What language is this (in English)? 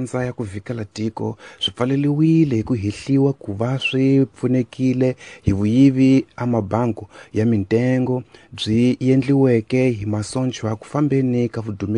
Tsonga